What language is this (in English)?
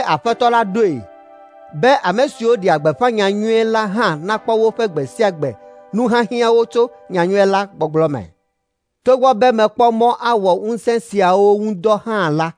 Ewe